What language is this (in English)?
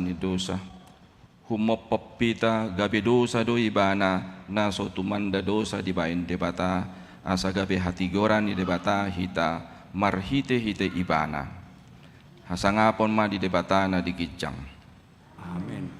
Batak Toba